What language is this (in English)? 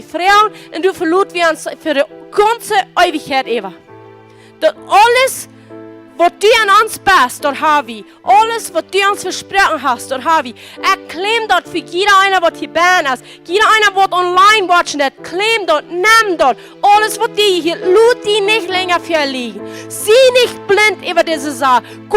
Plautdietsch